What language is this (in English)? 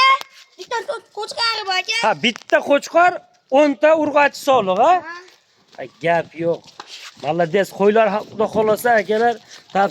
Uzbek